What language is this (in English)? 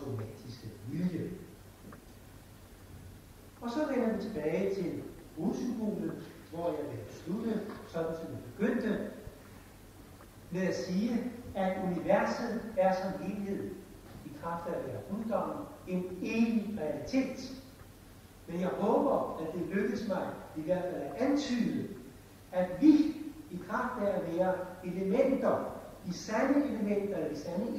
Danish